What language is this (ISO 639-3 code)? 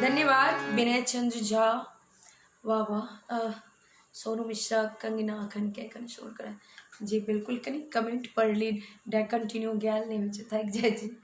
mai